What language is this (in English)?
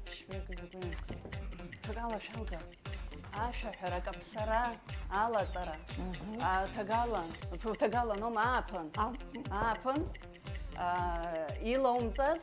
Abkhazian